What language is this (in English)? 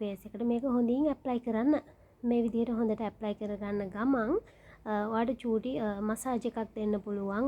Sinhala